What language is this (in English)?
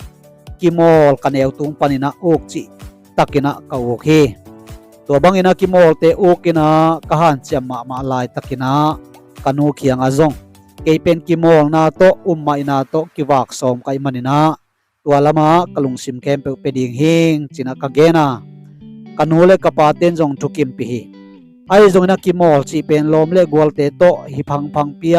Tedim Chin